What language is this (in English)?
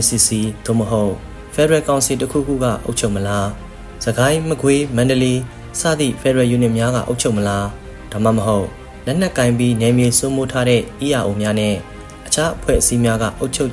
Burmese